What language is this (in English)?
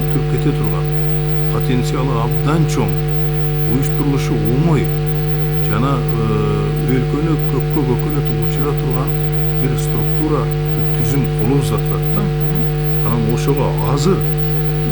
Kyrgyz